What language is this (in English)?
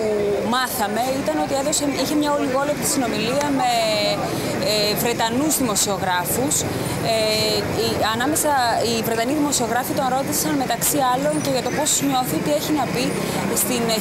Greek